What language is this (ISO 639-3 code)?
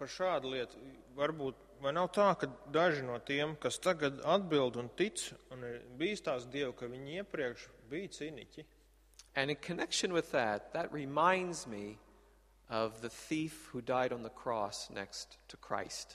lav